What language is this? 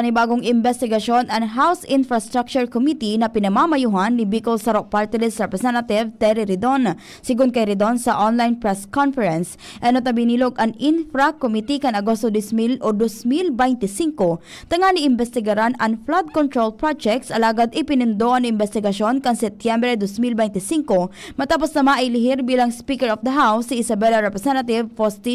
Bikol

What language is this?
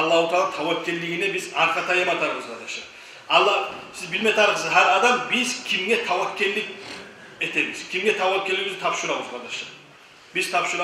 Kumyk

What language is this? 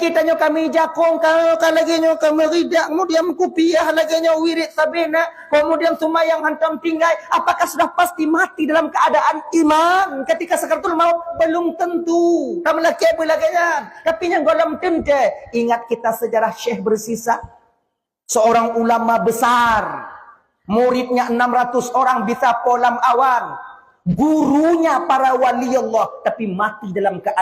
Achinese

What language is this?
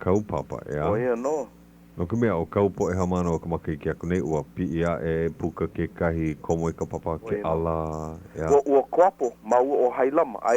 Hawaiian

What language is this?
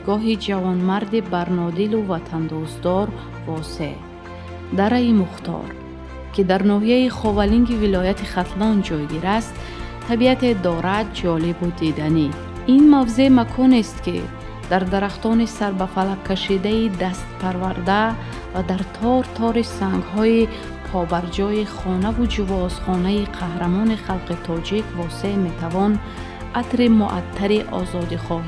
Tajik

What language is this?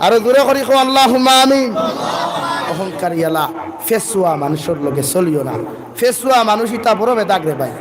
Sylheti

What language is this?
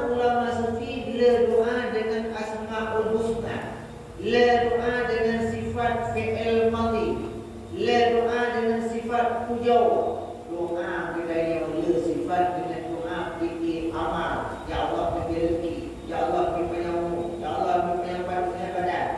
Achinese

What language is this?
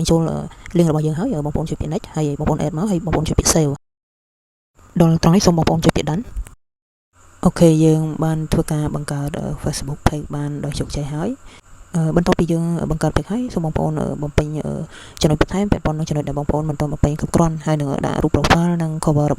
Khmer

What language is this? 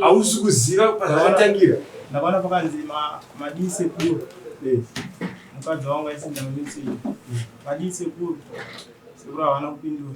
Shona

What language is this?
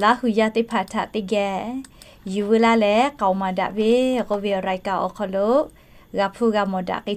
Lahu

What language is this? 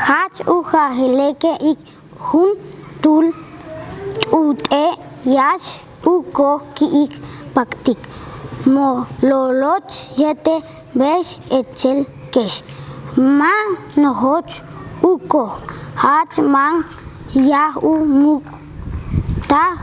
Yucateco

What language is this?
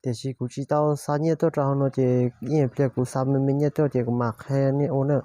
Hmong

